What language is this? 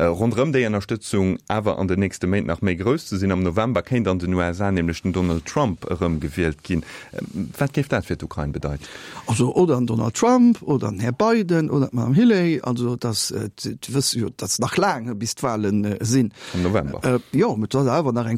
Luxembourgish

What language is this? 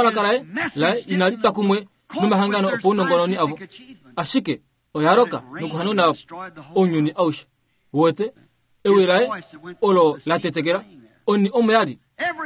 Kuanyama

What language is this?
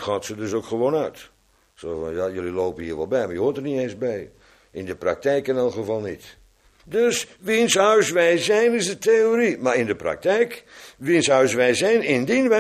Dutch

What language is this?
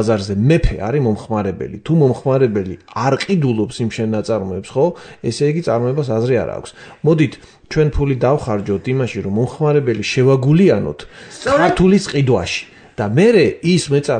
Georgian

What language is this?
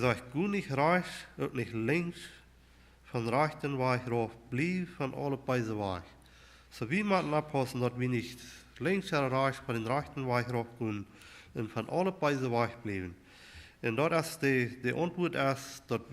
Plautdietsch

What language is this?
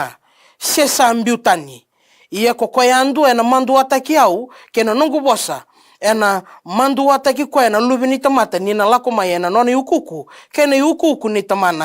Fijian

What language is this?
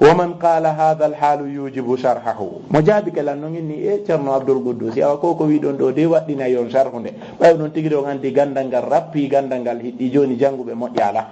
Fula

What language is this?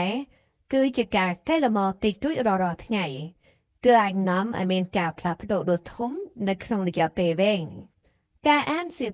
Khmer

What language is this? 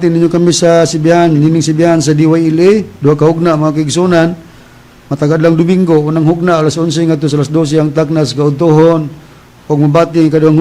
Cebuano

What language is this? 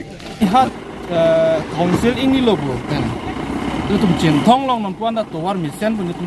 Karbi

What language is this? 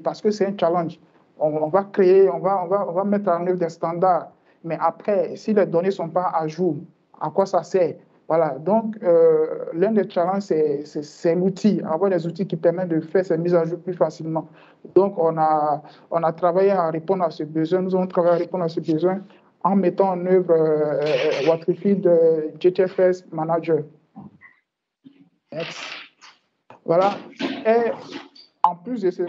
French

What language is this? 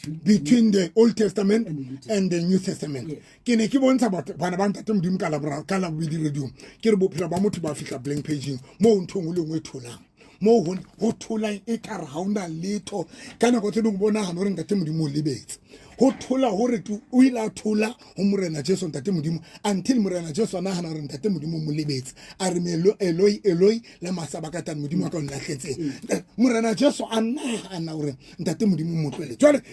Southern Sotho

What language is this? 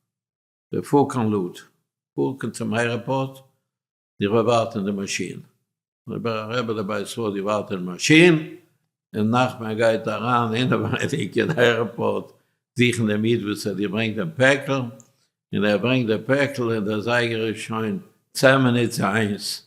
Yiddish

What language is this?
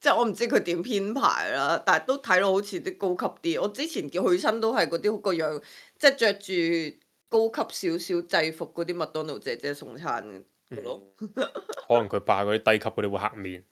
Cantonese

